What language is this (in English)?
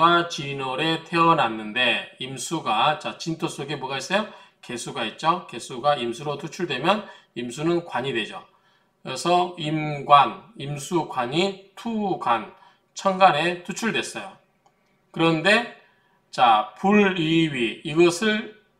Korean